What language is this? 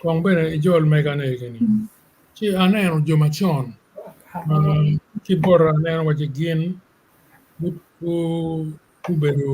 Acoli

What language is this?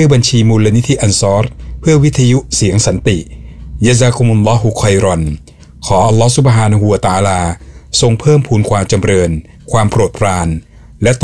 Thai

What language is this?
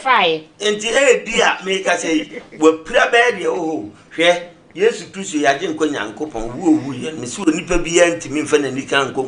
Akan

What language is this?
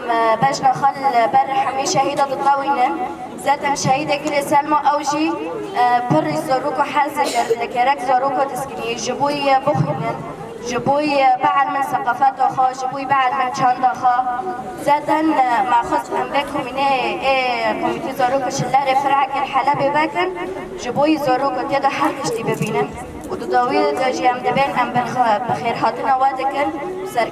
Kurdish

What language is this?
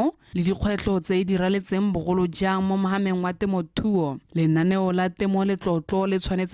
Tswana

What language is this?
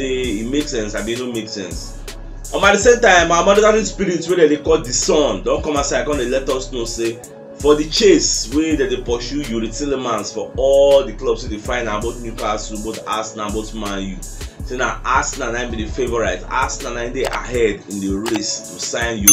Nigerian Pidgin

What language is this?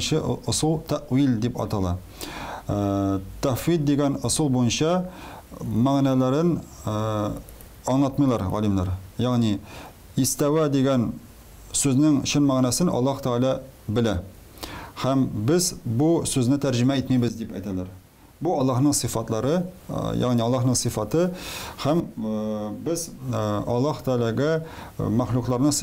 Tatar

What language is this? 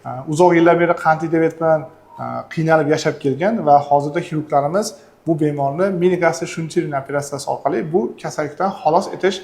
Uzbek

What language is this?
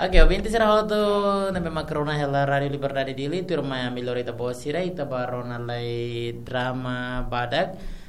Tetum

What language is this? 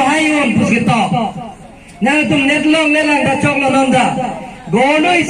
Karbi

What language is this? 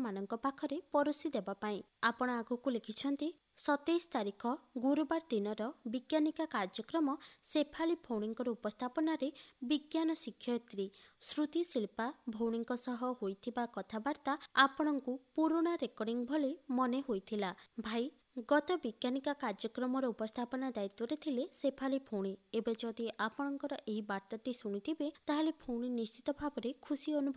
Odia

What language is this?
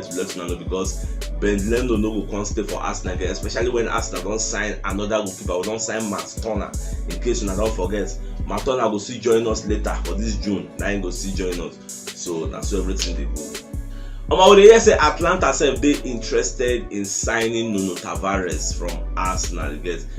Nigerian Pidgin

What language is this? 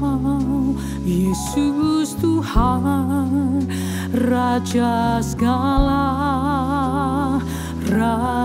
Indonesian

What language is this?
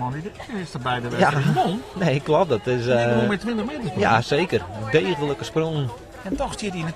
Western Frisian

